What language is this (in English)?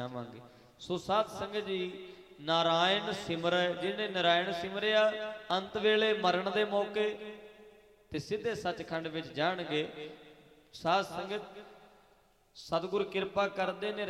Punjabi